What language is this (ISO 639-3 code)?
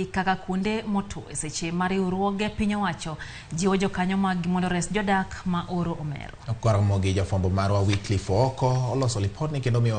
luo